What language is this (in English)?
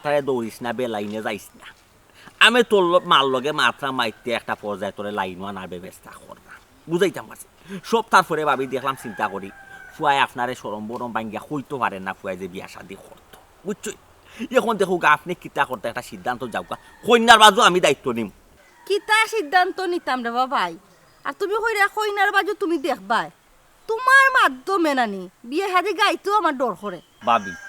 Sylheti